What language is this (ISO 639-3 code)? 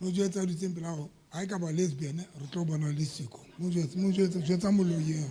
sot